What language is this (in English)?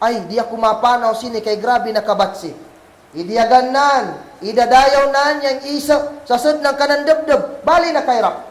Kagan Kalagan